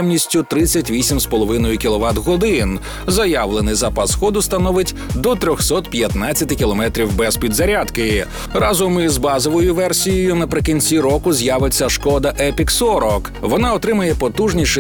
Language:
Ukrainian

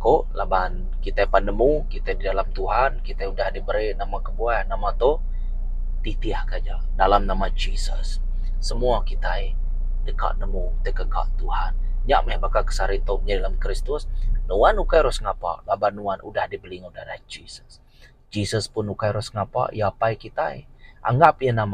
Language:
Iban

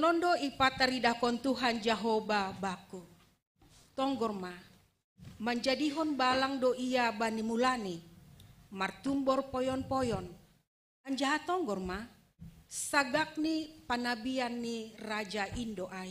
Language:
Batak Simalungun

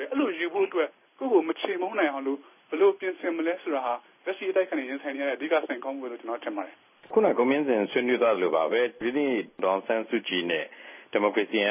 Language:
Burmese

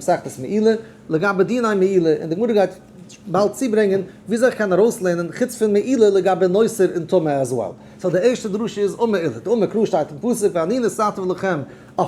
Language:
Yiddish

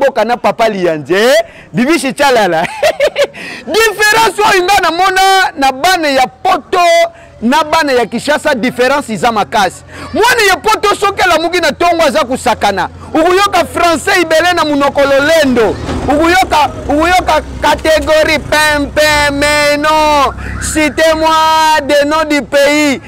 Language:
Lingala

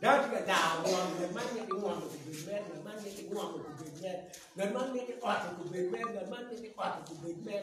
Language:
Acoli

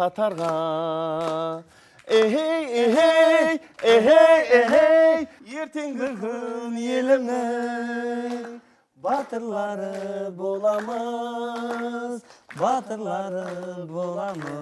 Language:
Kara-Kalpak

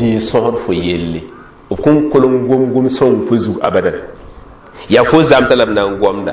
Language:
Mossi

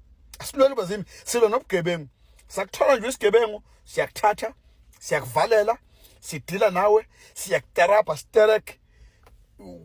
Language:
Zulu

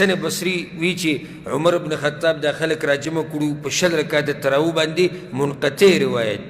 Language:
Pashto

